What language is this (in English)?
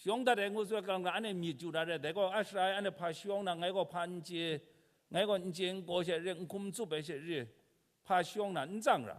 Kachin